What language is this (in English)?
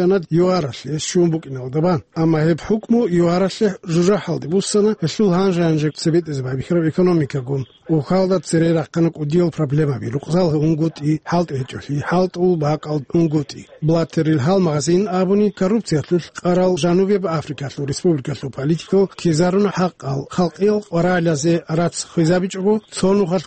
Avaric